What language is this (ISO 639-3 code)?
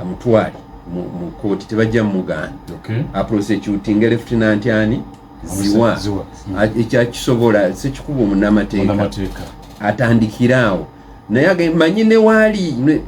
lug